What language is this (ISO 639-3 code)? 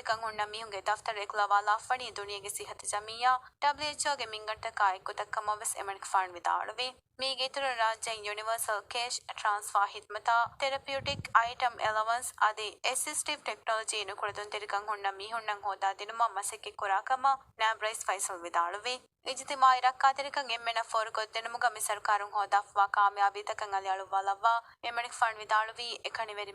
div